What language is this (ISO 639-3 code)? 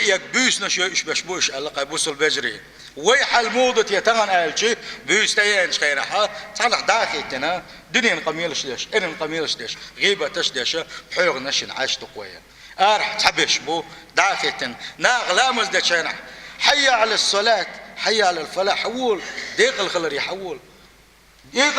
che